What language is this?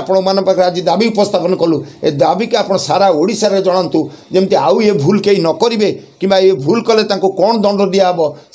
Odia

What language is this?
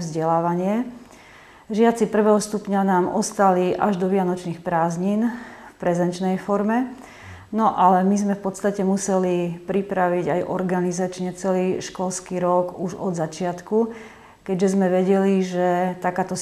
Slovak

